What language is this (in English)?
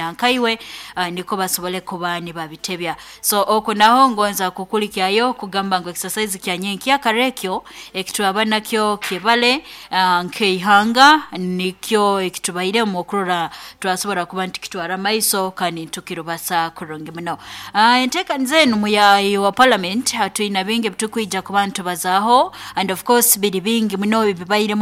Nyoro